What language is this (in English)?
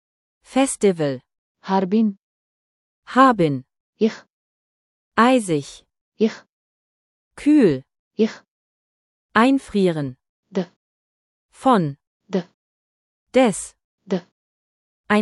German